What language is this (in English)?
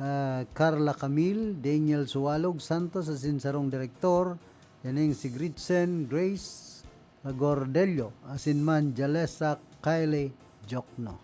Bikol